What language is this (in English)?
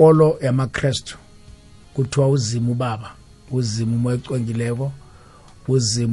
South Ndebele